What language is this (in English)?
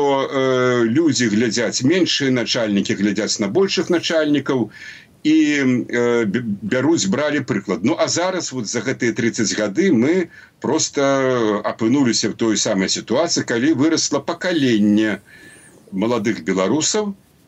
Belarusian